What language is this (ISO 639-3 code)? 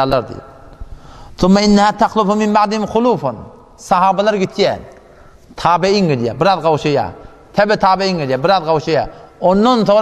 tuk